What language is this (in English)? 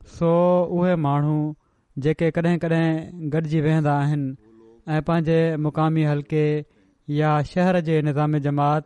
Sindhi